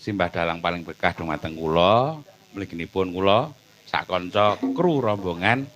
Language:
Javanese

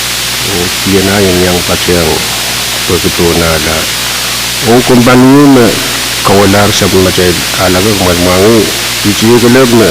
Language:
Pohnpeian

